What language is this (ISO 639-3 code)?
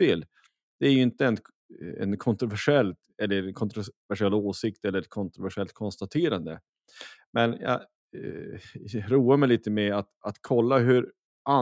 swe